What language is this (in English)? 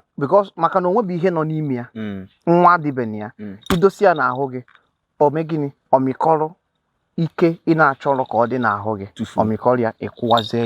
Igbo